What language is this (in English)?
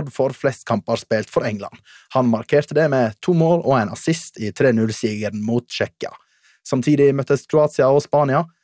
Norwegian